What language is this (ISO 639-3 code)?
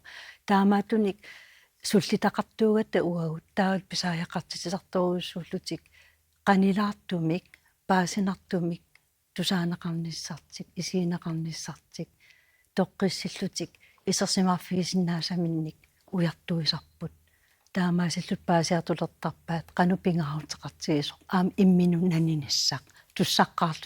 kal